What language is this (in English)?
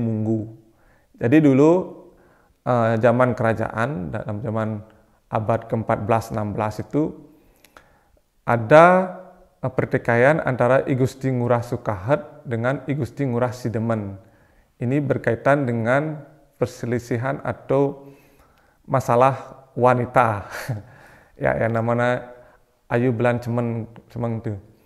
Indonesian